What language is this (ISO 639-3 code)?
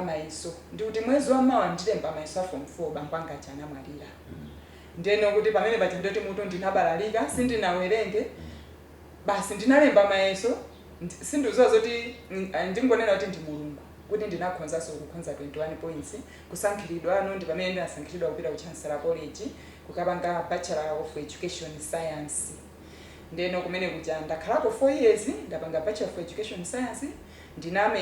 nya